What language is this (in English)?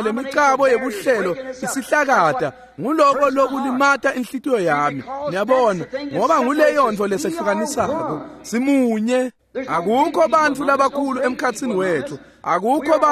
Swati